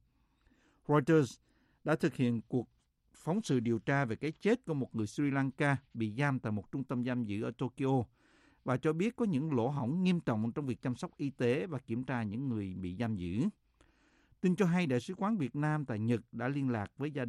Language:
Vietnamese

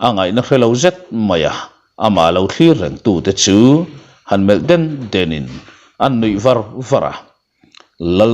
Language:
Mizo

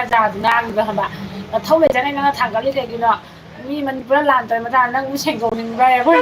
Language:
Manipuri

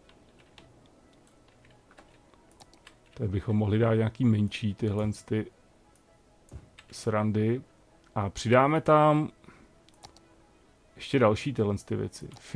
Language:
Czech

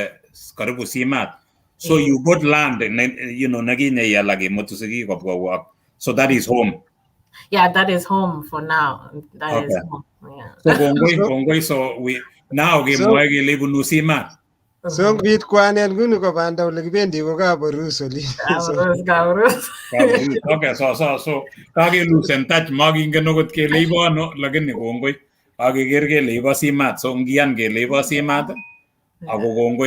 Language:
Kalenjin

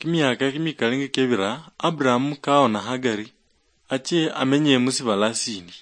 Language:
Luyia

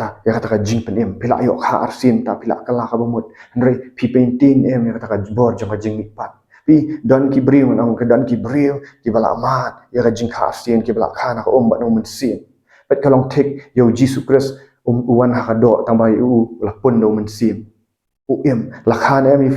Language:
Khasi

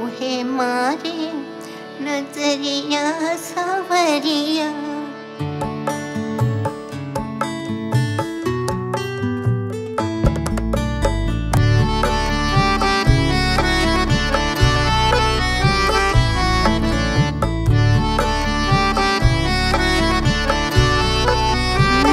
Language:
Bhojpuri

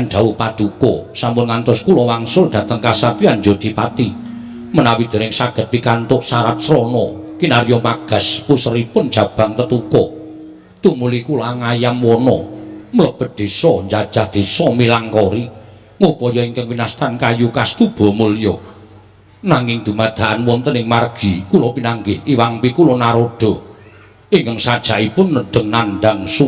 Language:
Javanese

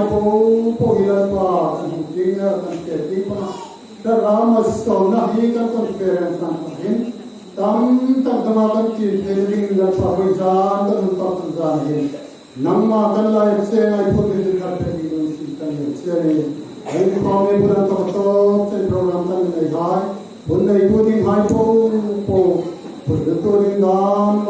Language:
Hmar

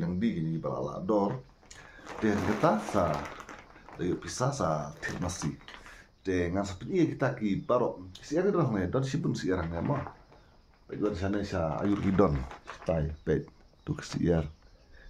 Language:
Khasi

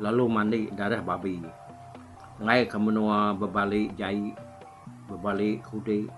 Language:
Iban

